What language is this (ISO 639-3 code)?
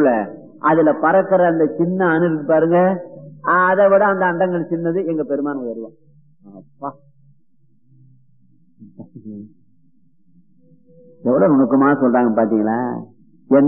tam